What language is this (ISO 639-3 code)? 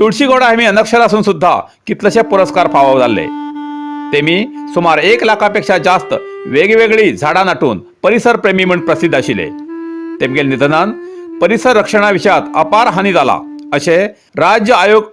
kok